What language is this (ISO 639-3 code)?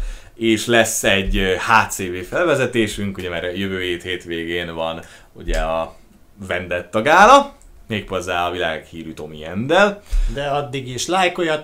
hun